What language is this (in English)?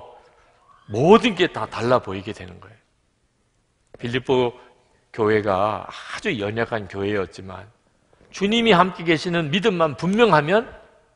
Korean